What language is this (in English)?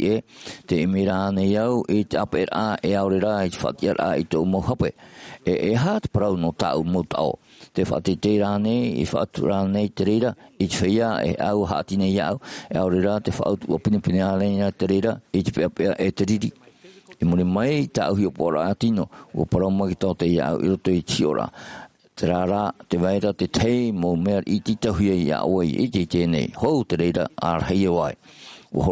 Tahitian